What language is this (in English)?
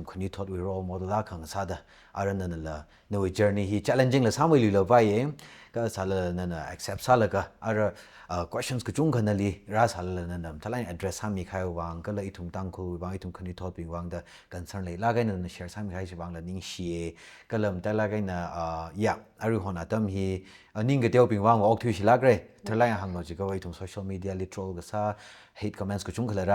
Tangkhul Naga (India)